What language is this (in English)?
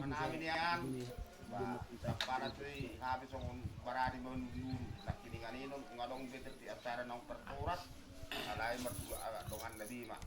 Batak Toba